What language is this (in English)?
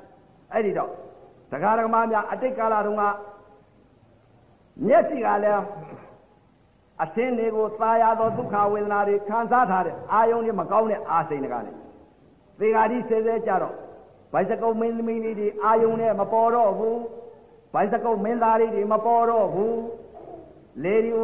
Burmese